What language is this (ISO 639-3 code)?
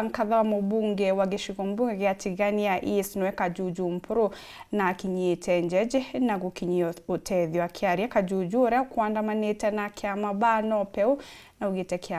mer